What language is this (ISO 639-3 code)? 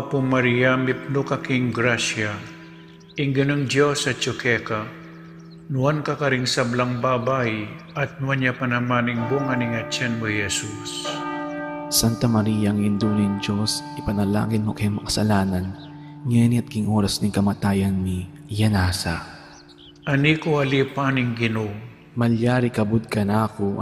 pam